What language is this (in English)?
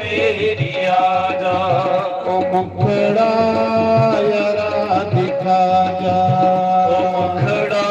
Dogri